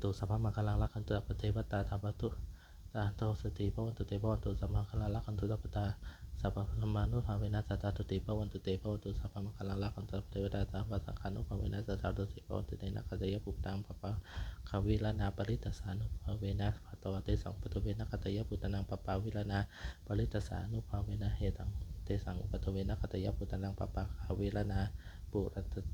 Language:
Pali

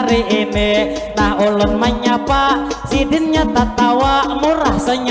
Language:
Banjar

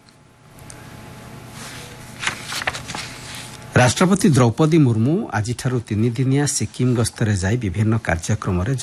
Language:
Odia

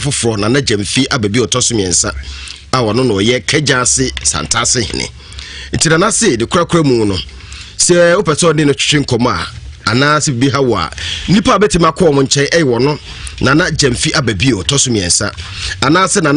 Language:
Akan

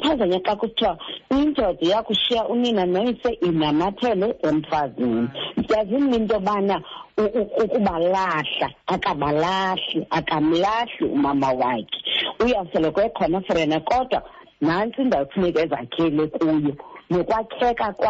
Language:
Xhosa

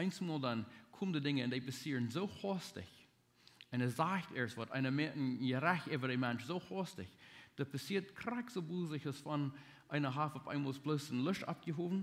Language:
Plautdietsch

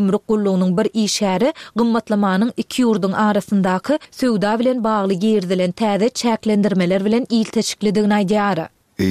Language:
Turkmen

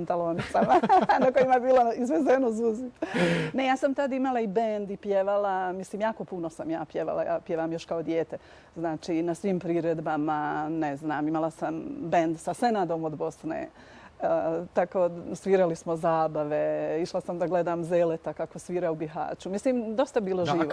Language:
Bosnian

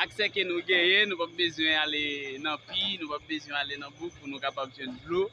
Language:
Haitian Creole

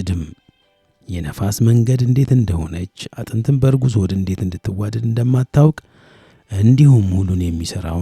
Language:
Amharic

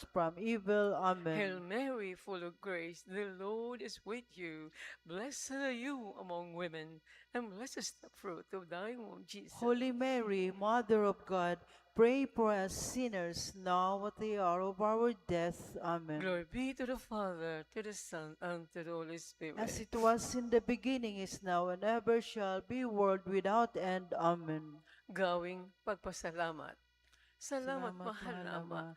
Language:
Bikol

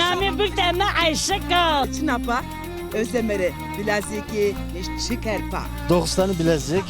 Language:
Zaza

